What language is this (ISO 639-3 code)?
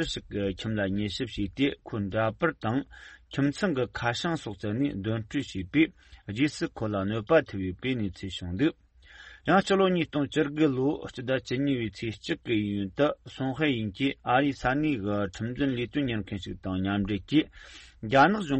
bod